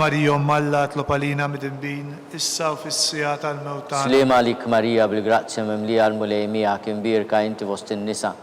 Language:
Maltese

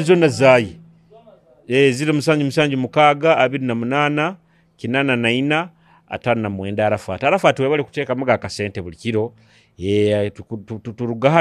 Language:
Nyoro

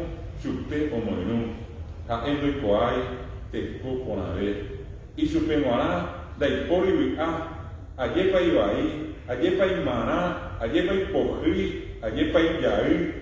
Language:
Guarani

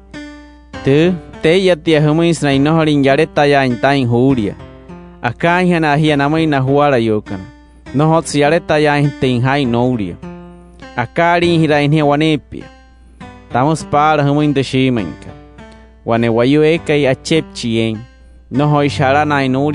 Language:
Wayuu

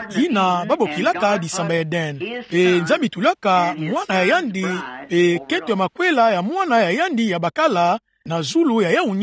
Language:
Kituba (Democratic Republic of Congo)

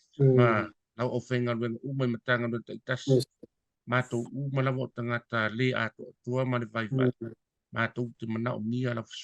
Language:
Samoan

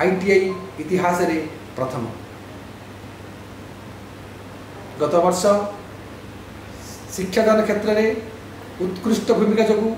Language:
Odia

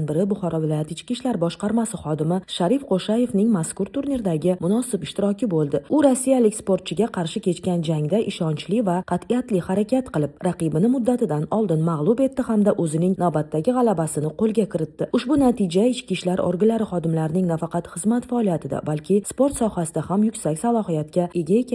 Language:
Uzbek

